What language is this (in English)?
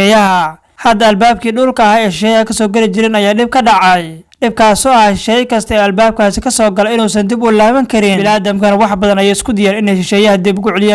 Somali